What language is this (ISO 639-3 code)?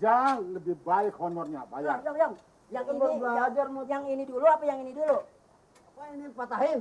bew